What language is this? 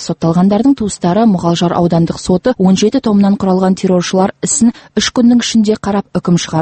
Kazakh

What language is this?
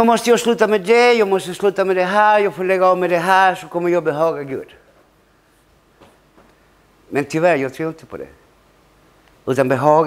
Swedish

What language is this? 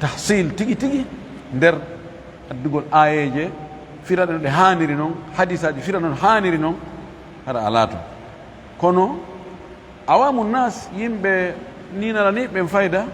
Fula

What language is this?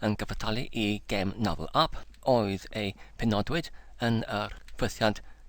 Welsh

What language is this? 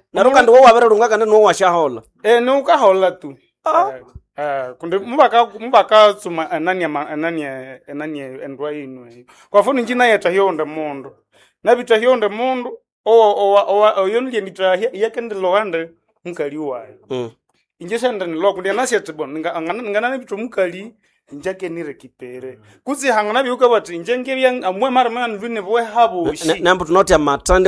Nande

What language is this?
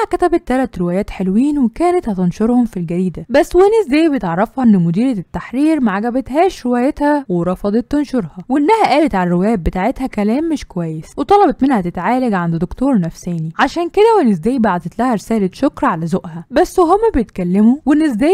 Egyptian Arabic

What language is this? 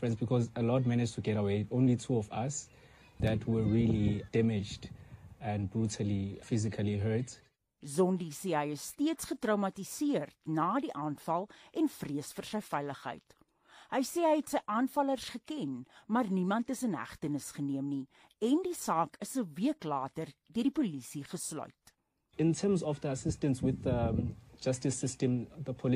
Afrikaans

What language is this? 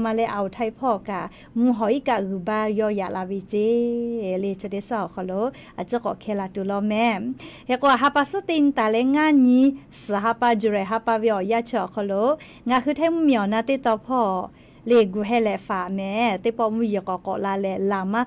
Lahu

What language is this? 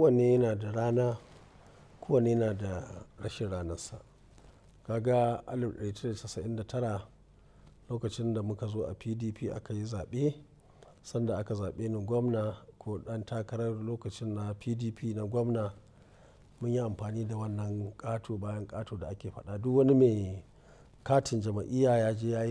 Hausa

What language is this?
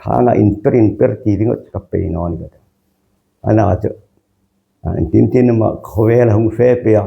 Hmar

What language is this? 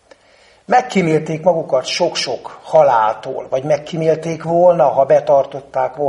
Hungarian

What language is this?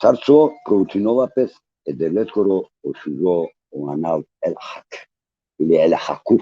Balkan Romani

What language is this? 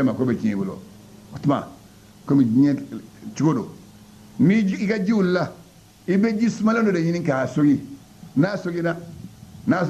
Bambara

